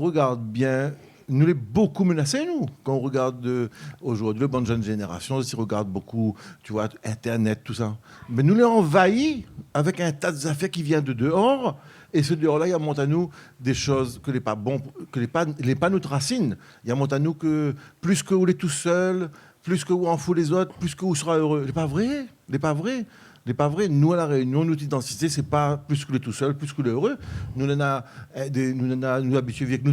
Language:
Réunion Creole French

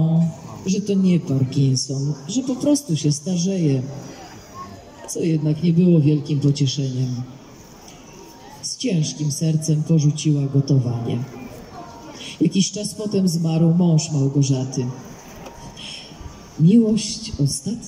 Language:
Polish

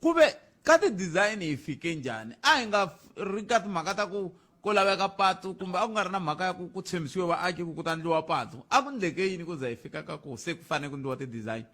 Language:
Tsonga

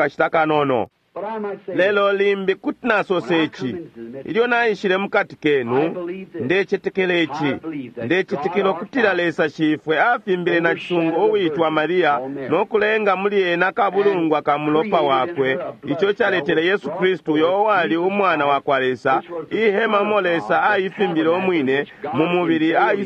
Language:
Bemba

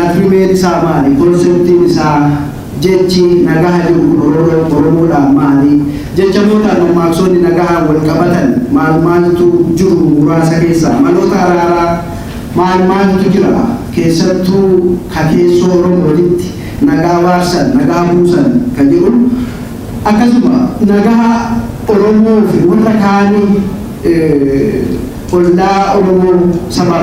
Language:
Oromo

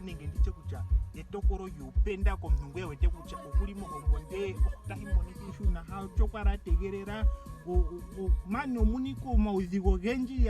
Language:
Ndonga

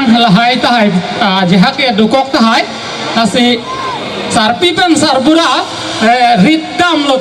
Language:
Karbi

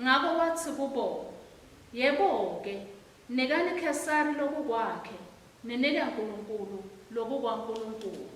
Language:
Swati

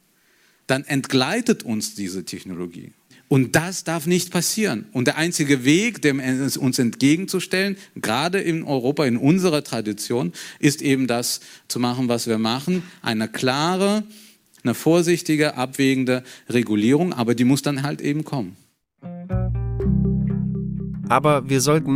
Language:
German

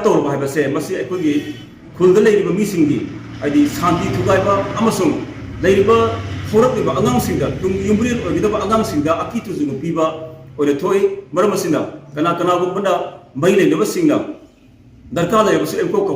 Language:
Manipuri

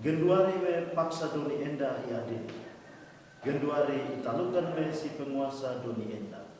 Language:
Batak Karo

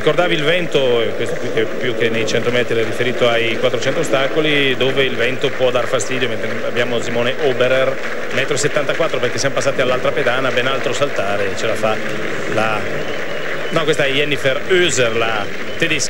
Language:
Italian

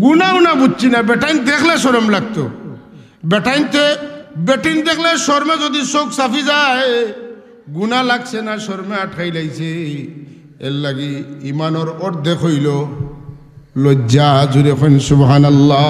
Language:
Sylheti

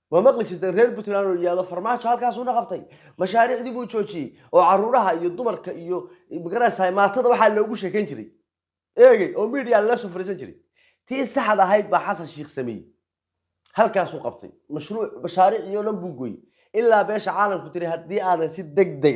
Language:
Somali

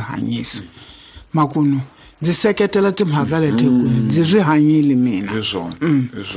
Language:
Tsonga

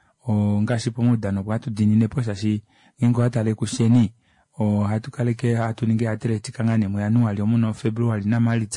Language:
Kuanyama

